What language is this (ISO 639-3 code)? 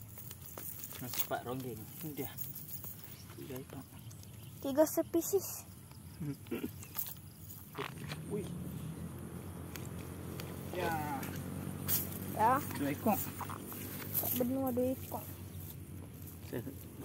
msa